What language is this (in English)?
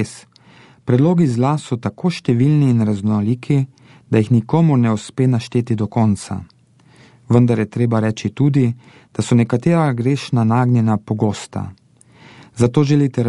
Slovenian